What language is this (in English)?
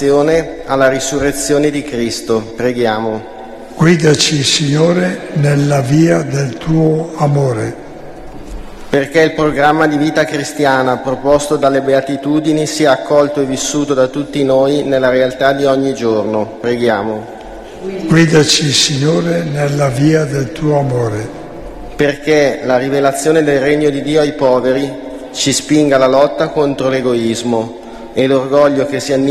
Italian